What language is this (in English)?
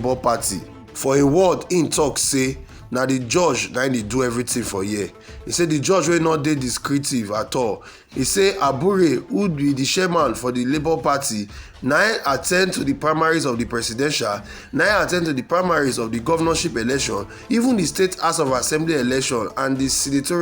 Nigerian Pidgin